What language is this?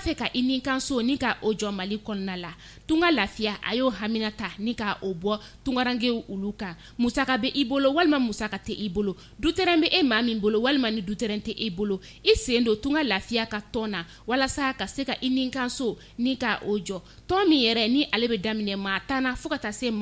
Bambara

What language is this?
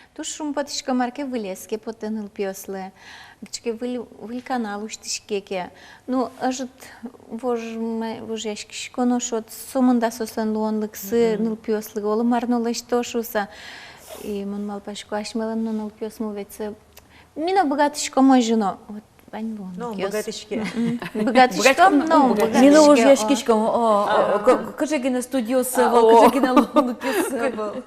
Udmurt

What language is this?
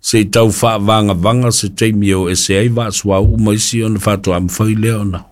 Samoan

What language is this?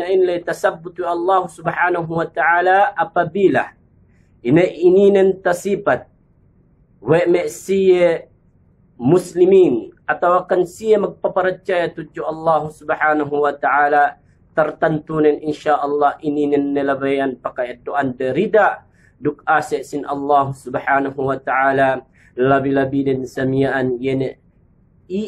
Yakan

